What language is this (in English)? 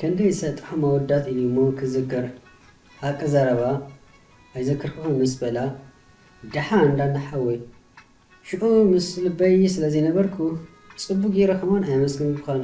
Tigrinya